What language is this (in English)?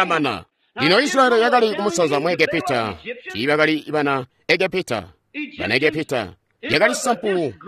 Tonga (Zambia)